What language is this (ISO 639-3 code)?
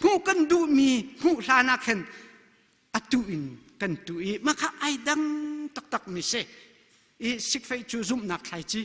cnh